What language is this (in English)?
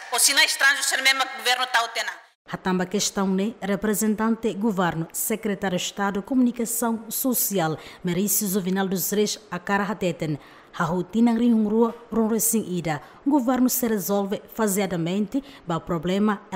Tetum